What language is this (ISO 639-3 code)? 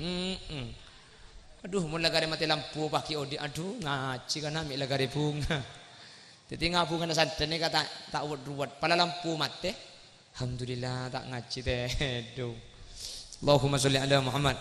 mad